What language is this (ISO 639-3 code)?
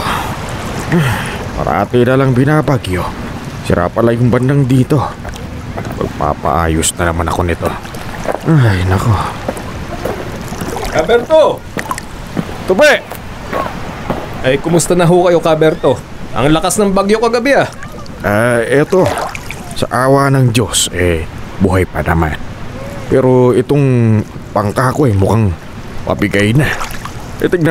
fil